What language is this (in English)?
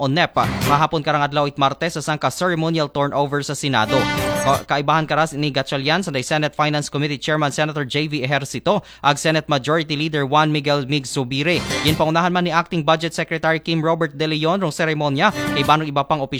Aklanon